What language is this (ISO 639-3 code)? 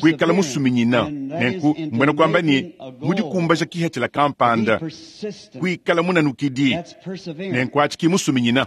lua